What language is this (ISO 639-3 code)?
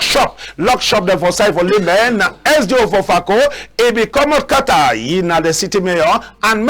wes